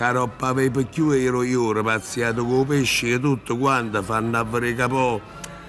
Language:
Neapolitan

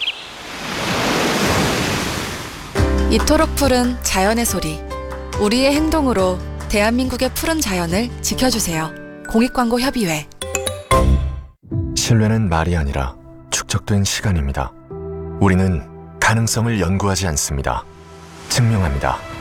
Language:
Korean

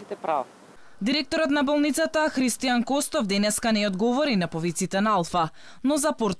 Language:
Macedonian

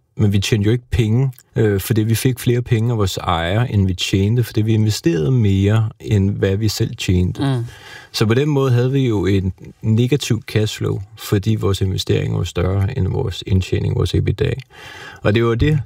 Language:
Danish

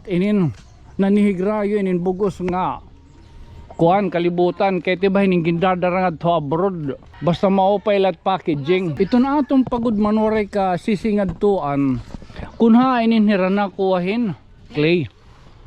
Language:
Waray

